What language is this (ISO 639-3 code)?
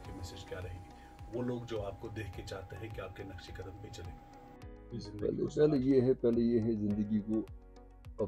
urd